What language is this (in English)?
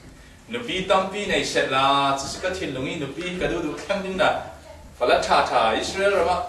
Falam Chin